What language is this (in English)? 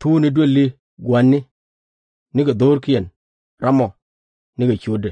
Nuer